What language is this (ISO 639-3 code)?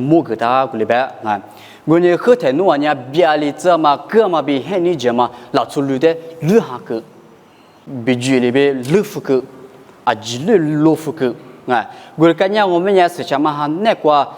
lis